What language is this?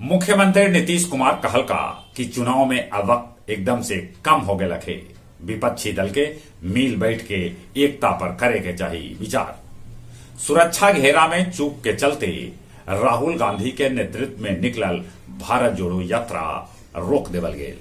Magahi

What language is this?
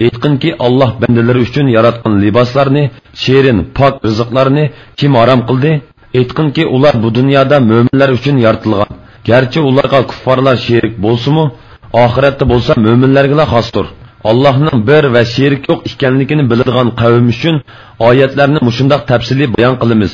Uyghur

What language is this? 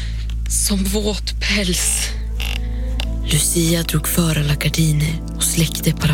Swedish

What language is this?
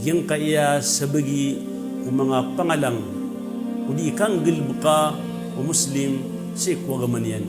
Maranao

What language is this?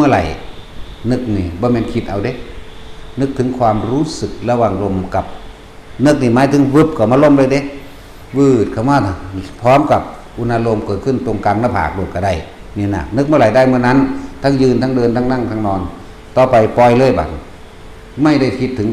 Northeastern Thai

